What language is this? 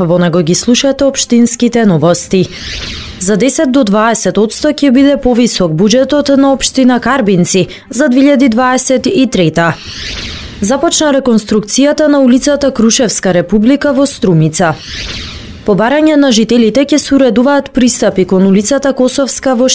Macedonian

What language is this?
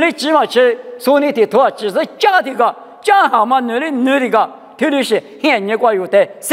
Lisu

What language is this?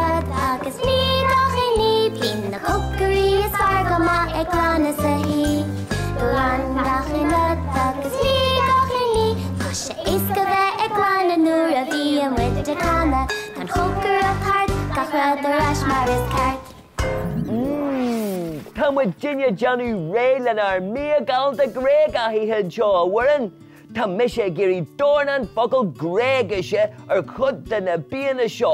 Irish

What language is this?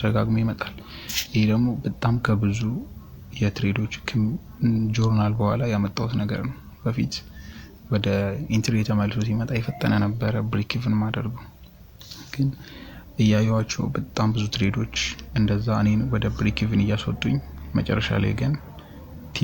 Amharic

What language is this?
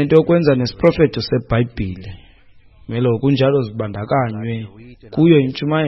Xhosa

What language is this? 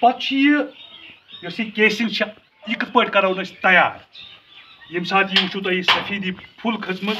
Kashmiri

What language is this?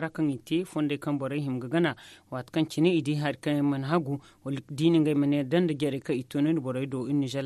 Zarma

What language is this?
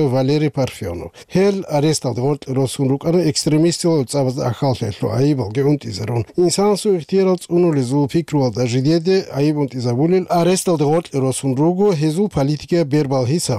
Avaric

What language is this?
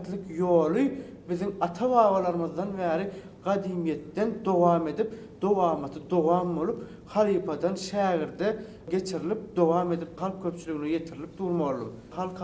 Turkmen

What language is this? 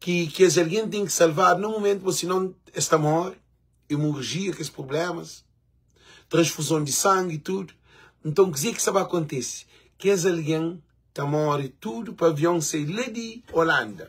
Kabuverdianu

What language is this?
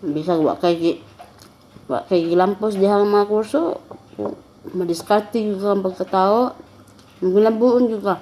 Cebuano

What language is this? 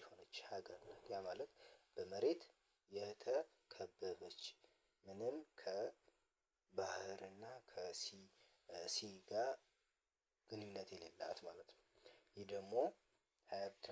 Amharic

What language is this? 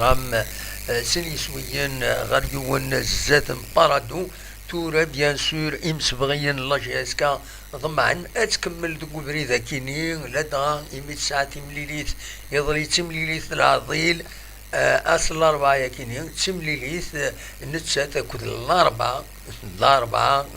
Kabyle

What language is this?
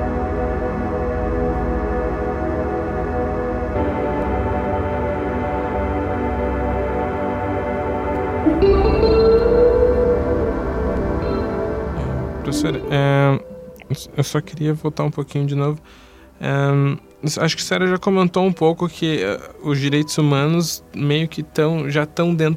Portuguese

